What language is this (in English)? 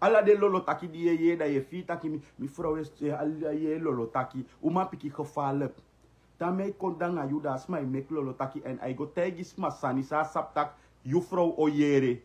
Sranan Tongo